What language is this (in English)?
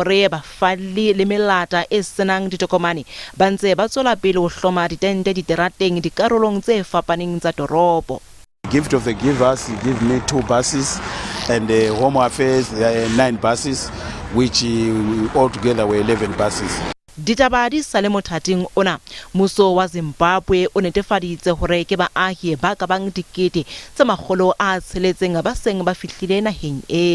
Southern Sotho